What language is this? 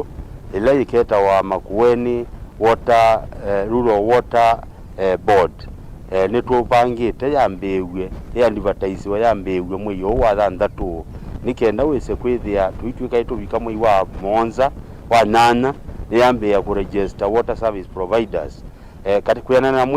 Kamba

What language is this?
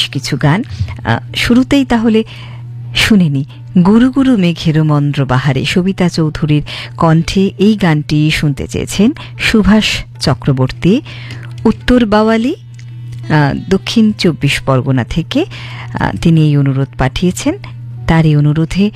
Bangla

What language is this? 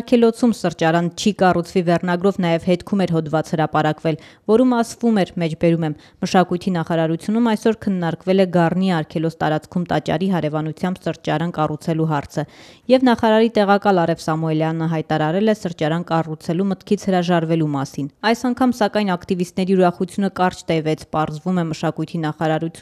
Armenian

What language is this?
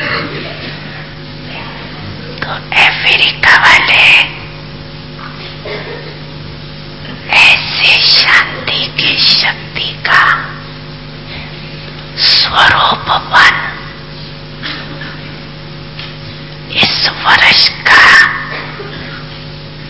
Hindi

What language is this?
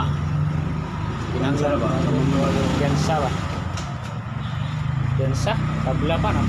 Cebuano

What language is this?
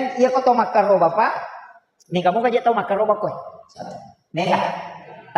Buginese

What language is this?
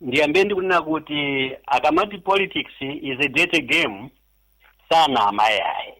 Nyanja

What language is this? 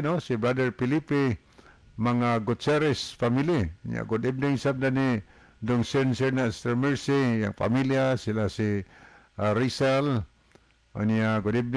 Cebuano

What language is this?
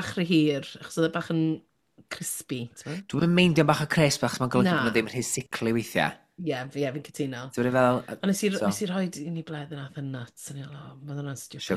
Welsh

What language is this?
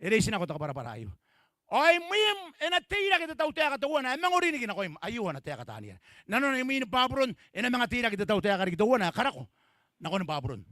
Gilbertese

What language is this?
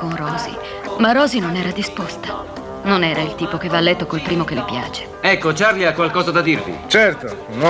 Italian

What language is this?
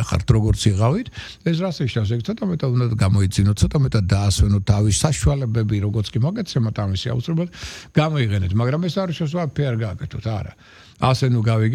Georgian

